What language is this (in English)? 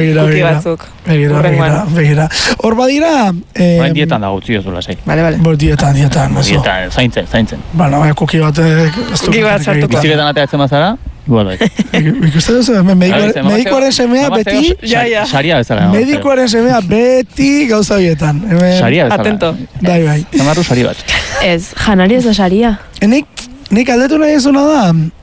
Basque